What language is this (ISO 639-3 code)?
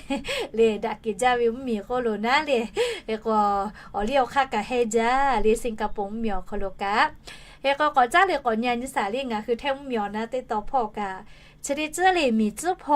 lhu